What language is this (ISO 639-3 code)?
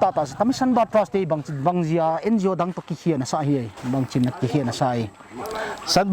pck